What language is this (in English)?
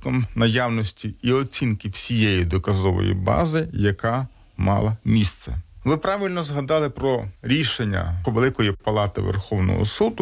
Ukrainian